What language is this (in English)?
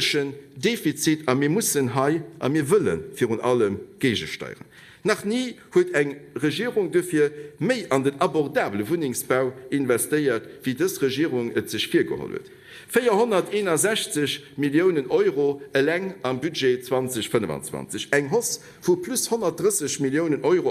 Luxembourgish